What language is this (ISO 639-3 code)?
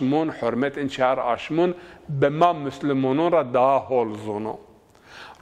zza